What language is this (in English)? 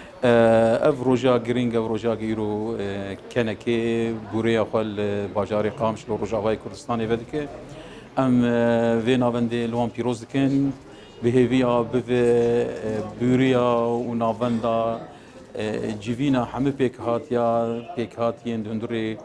Kurdish